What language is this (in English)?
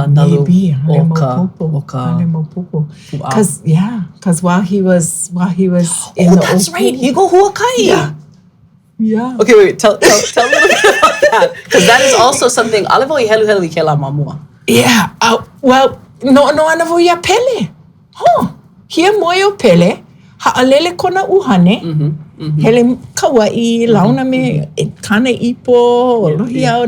Hawaiian